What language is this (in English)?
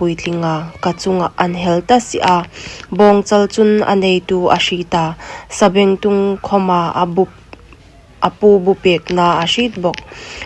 Hmar